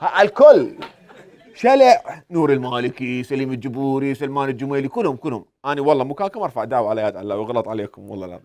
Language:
Mesopotamian Arabic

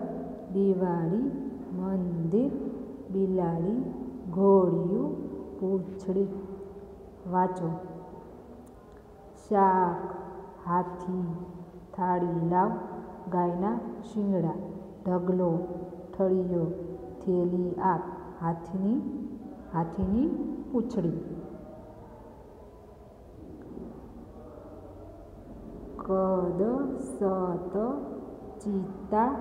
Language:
Gujarati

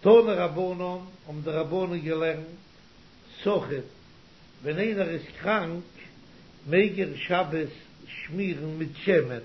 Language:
Yiddish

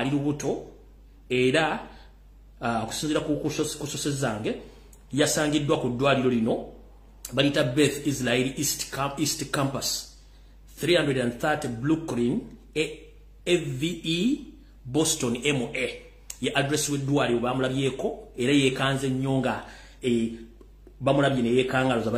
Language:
Ganda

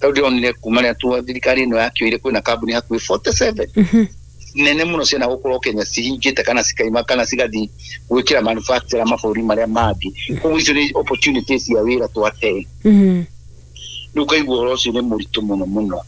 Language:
Kikuyu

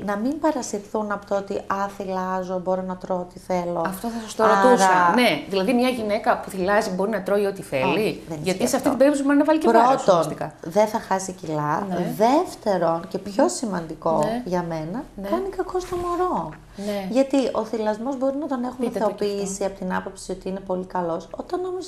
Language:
Greek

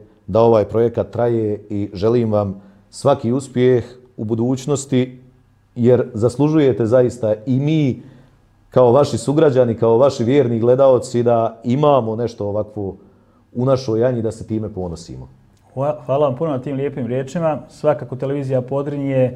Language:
Bosnian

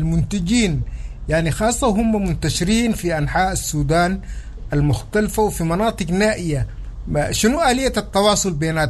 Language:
Sudanese Arabic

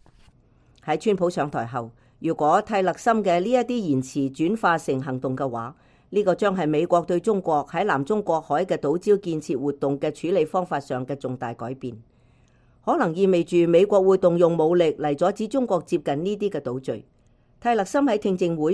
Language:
Cantonese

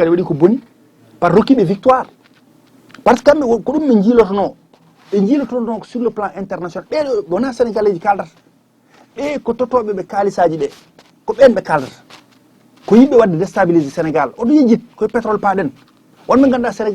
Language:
Fula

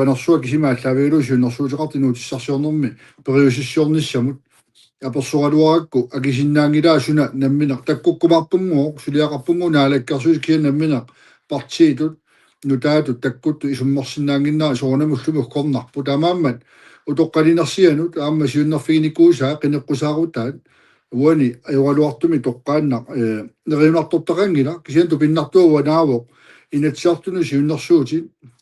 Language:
Kalaallisut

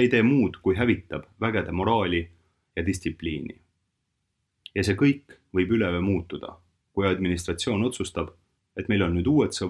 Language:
Estonian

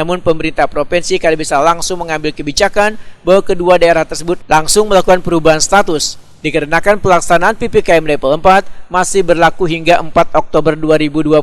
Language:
Banjar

